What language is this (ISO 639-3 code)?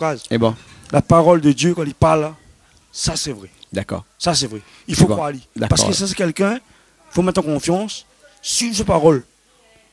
rcf